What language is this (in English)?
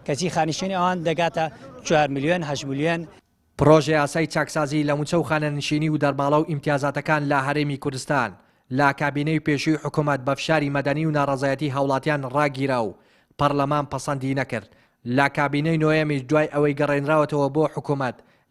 Central Kurdish